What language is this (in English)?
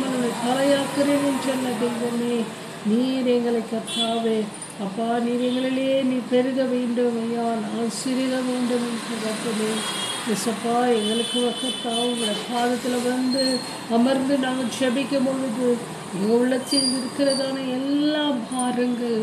Tamil